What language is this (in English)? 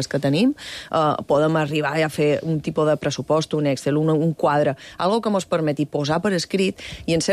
Catalan